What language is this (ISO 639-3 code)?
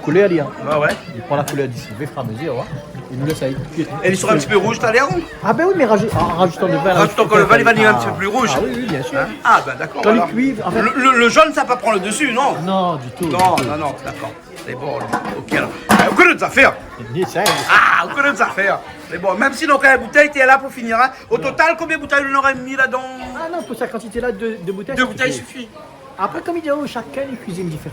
rcf